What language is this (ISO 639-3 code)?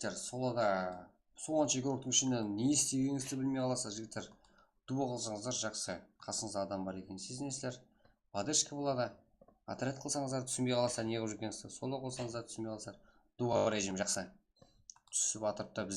kaa